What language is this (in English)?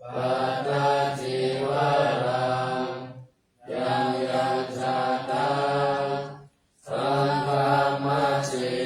Pali